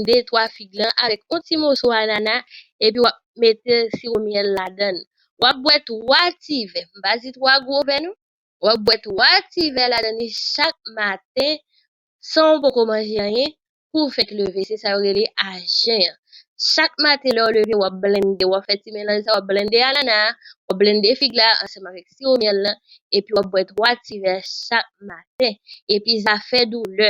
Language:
Haitian Creole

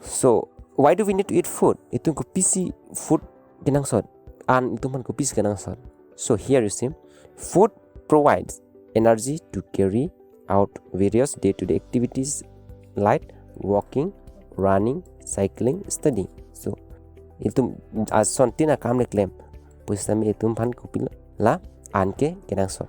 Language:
Karbi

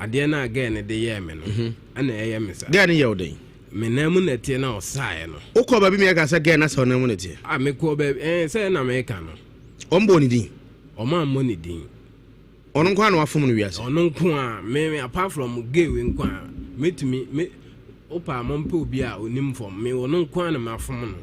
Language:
Akan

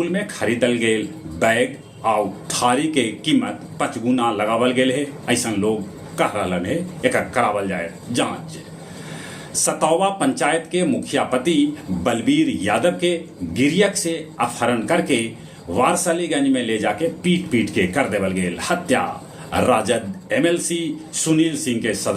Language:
Magahi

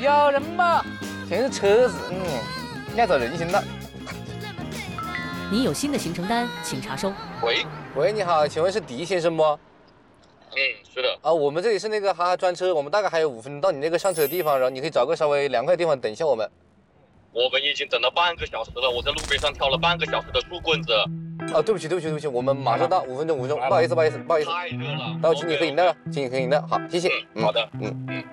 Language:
Chinese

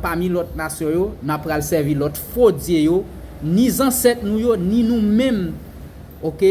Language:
Haitian Creole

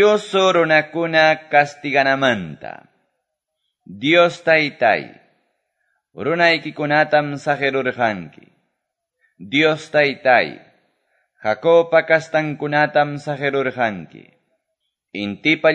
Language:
Quechua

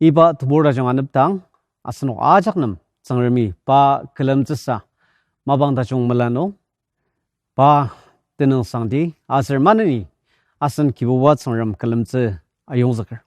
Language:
Ao Naga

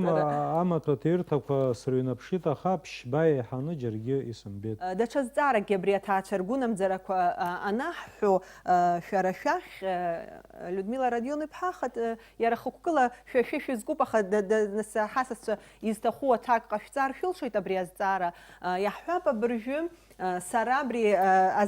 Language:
Abkhazian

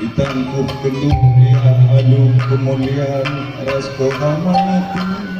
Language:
Batak Karo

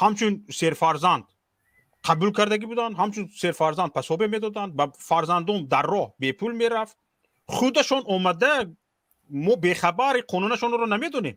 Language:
Tajik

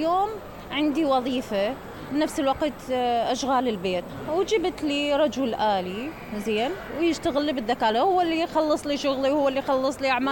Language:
Mesopotamian Arabic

